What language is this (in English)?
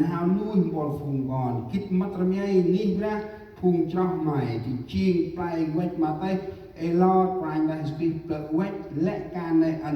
Central Mnong